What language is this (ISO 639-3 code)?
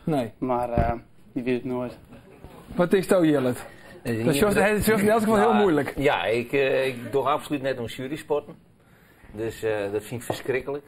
fry